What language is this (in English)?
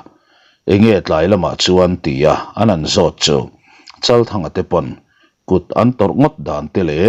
Mizo